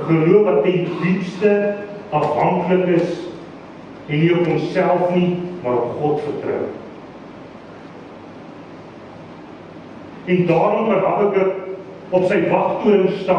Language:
Afrikaans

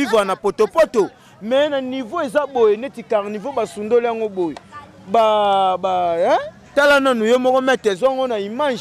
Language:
Lingala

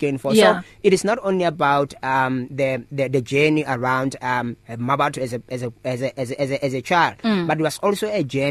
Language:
English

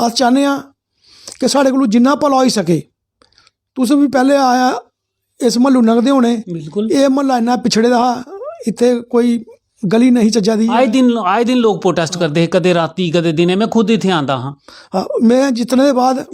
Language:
Dogri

